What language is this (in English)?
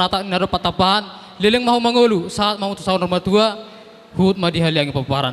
Batak Toba